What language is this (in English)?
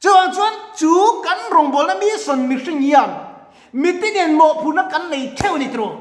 Mizo